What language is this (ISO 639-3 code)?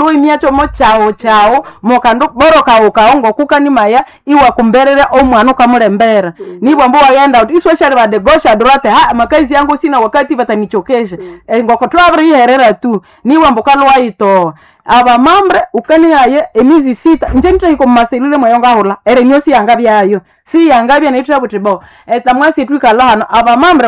nnb